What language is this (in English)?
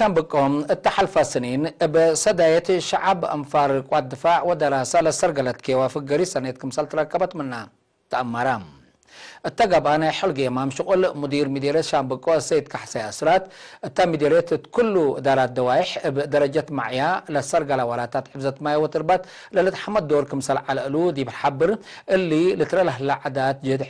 Tigre